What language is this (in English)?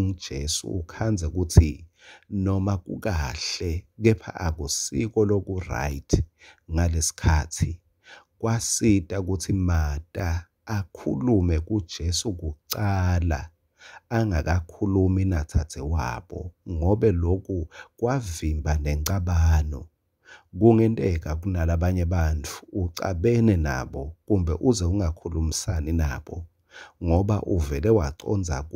Swati